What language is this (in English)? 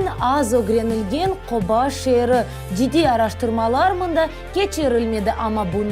Crimean Tatar